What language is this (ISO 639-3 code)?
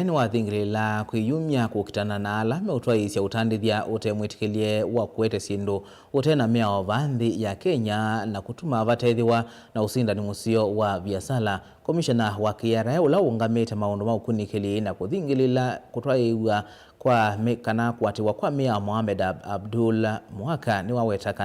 kam